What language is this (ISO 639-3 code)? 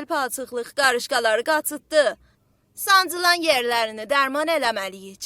azb